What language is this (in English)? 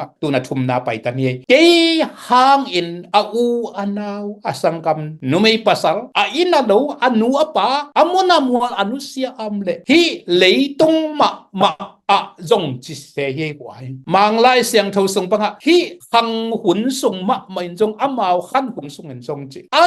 Tedim Chin